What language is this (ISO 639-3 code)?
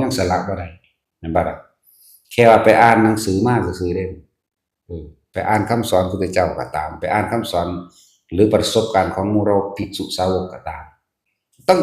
tts